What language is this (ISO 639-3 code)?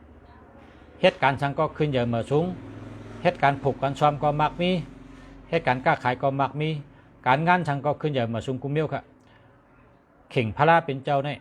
shn